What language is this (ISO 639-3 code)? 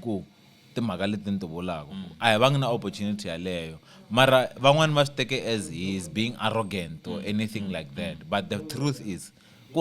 tso